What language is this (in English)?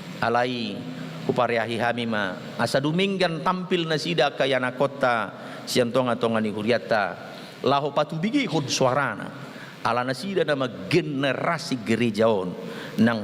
Batak Toba